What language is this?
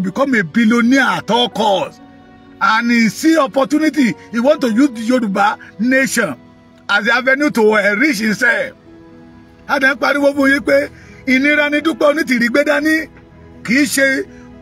Yoruba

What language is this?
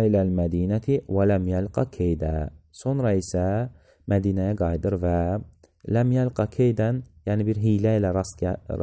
Azerbaijani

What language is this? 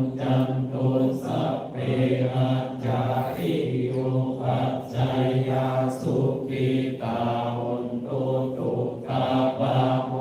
Pali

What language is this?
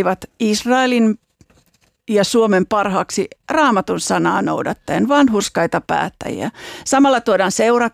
Finnish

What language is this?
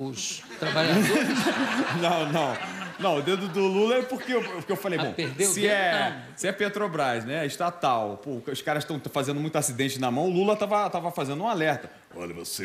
Portuguese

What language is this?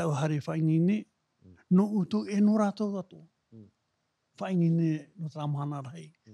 Tahitian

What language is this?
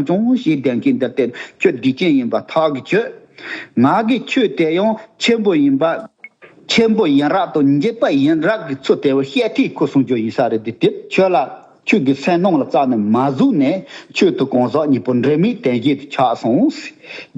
Tibetan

